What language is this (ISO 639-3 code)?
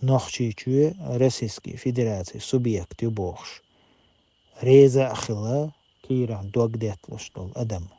che